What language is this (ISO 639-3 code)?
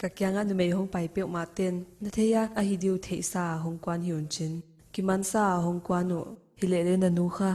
pck